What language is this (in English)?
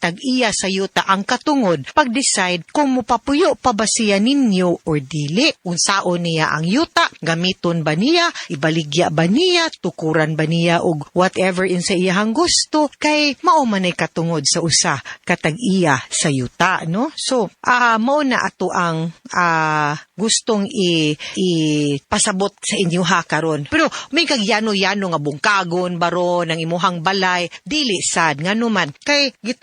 Cebuano